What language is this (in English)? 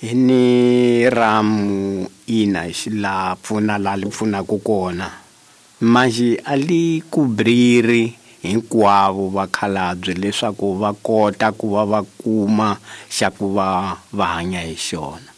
Tsonga